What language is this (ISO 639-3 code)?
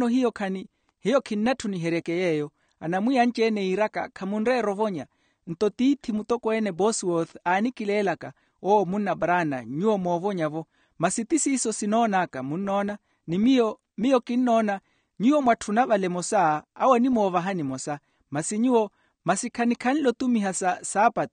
vmw